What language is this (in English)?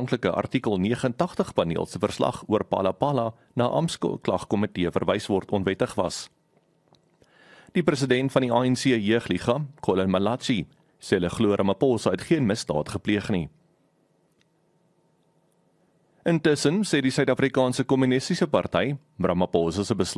Afrikaans